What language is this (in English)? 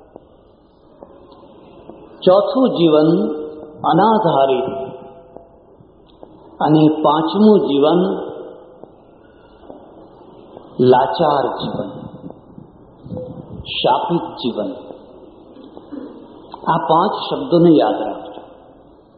Gujarati